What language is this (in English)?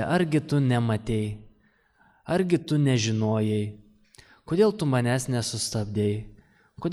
Lithuanian